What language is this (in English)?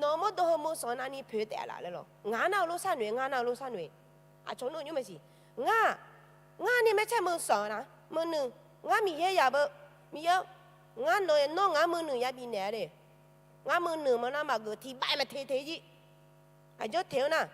Akha